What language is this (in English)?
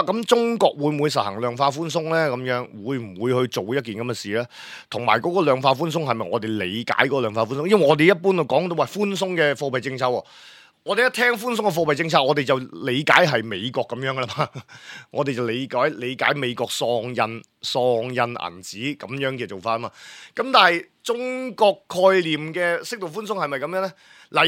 Cantonese